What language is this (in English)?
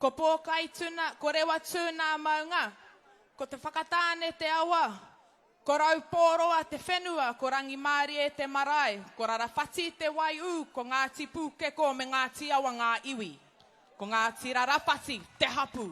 Māori